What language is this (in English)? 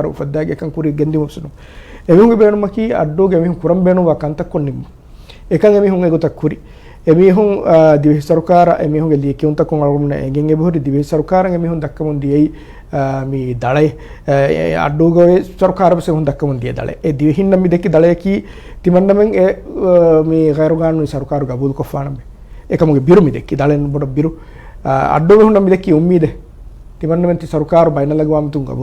Divehi